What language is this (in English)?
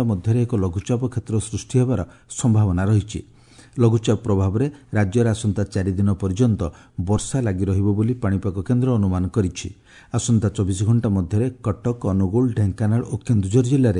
Odia